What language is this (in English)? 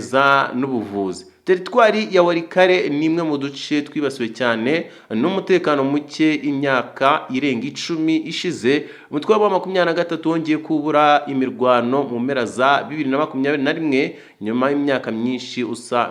Kinyarwanda